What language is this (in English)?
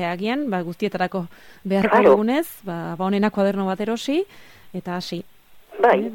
Basque